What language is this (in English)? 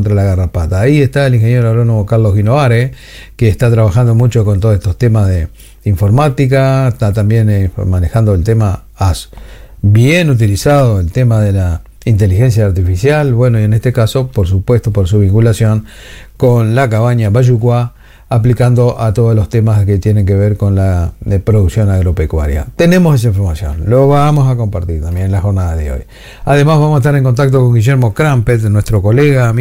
Spanish